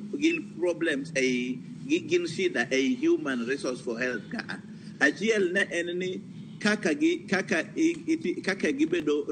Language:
Luo (Kenya and Tanzania)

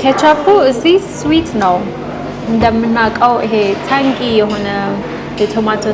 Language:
Amharic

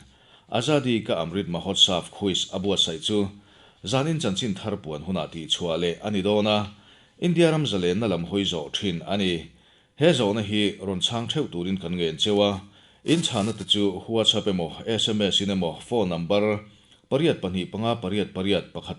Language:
Mizo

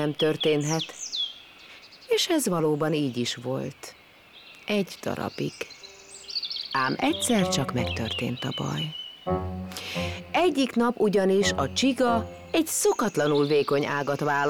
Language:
Hungarian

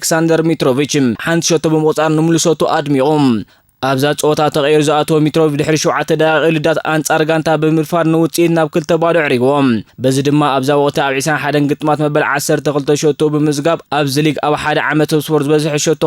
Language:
Tigrinya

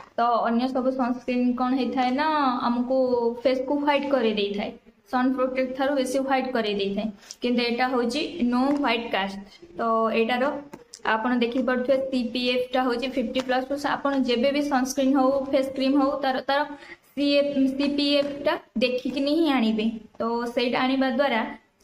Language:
Odia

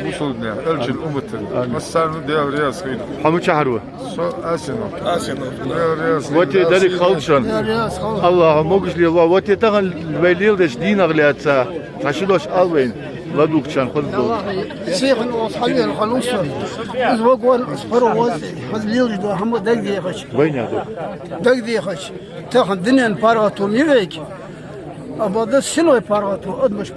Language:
Ingush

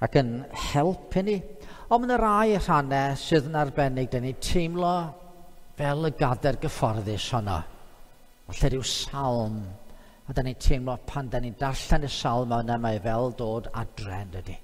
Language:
Welsh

